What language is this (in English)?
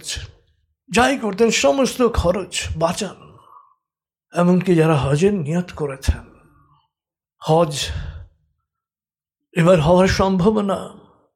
Bangla